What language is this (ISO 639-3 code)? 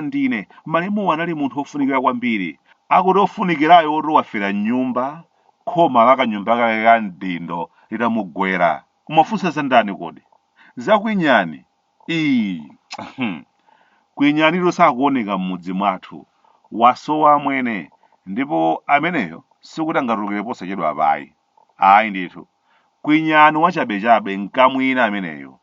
nya